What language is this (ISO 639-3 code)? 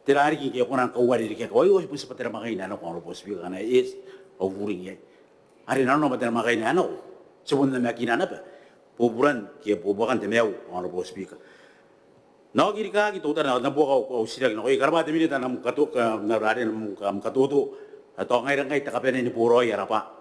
gil